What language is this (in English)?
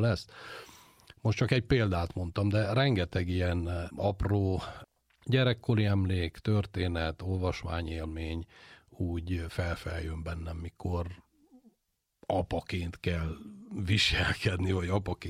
Hungarian